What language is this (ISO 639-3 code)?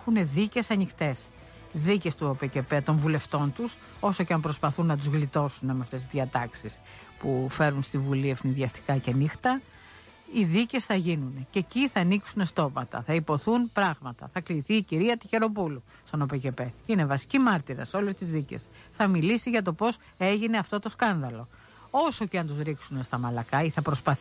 ell